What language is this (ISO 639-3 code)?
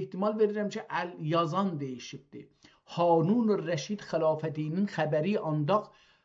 azb